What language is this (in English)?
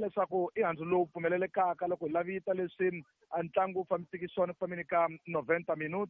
Tsonga